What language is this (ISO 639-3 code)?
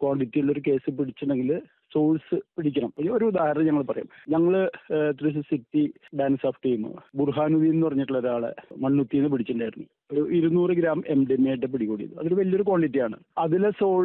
mal